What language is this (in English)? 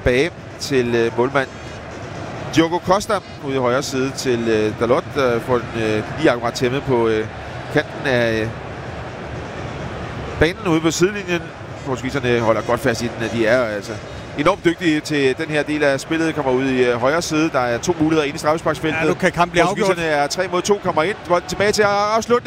Danish